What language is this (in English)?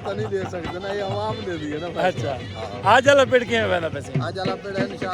Saraiki